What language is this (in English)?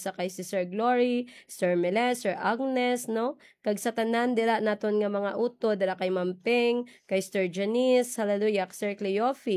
Hiligaynon